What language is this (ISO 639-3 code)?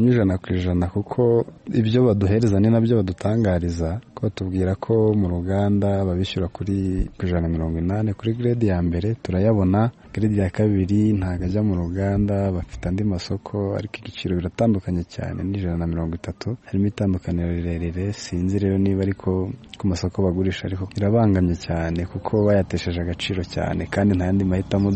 kin